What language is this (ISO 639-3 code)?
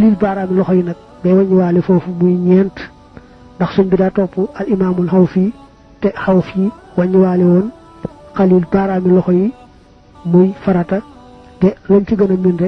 wol